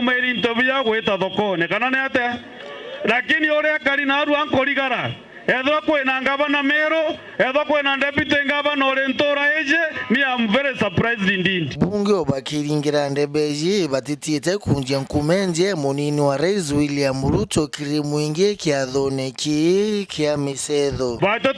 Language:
Meru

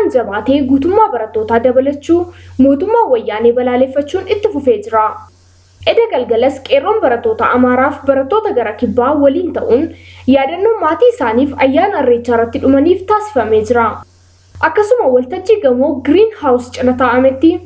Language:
Oromo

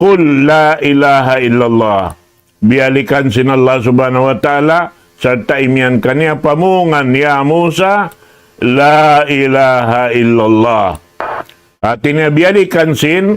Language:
Tausug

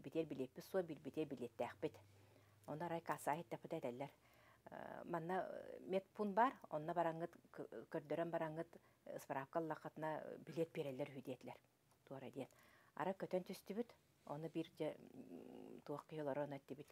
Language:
Yakut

